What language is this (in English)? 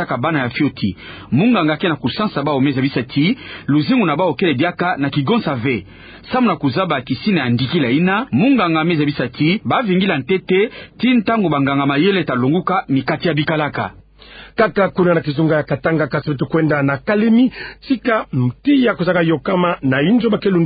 Kituba (Democratic Republic of Congo)